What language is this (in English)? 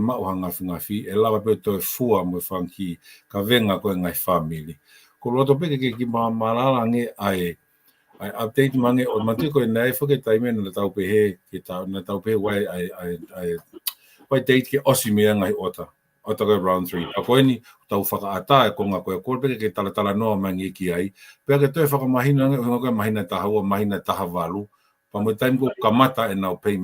Tongan